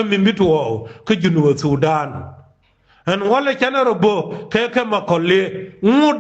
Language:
Nuer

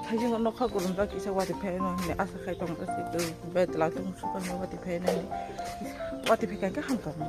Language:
Kok Borok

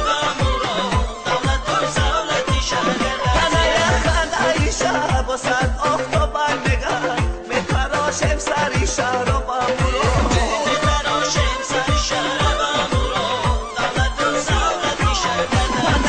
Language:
Tajik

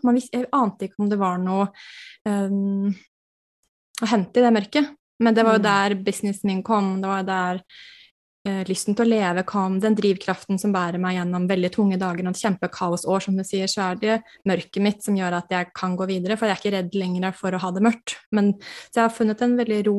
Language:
Norwegian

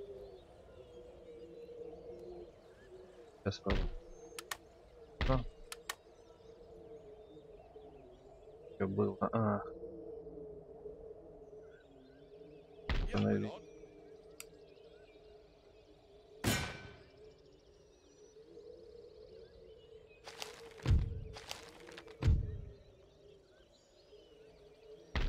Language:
Russian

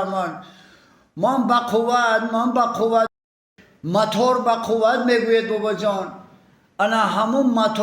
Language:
Tajik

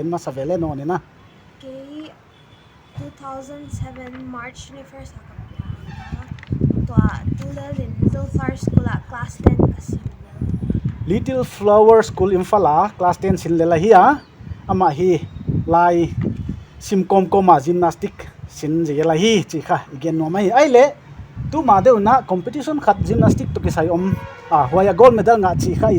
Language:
Paite Chin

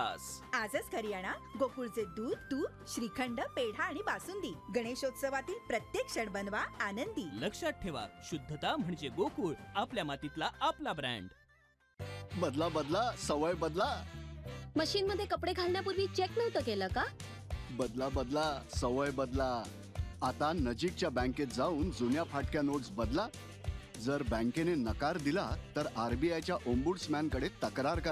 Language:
Marathi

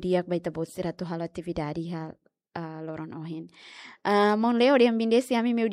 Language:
Tetum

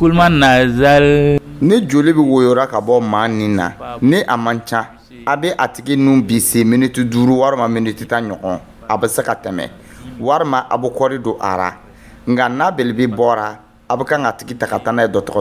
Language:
Dyula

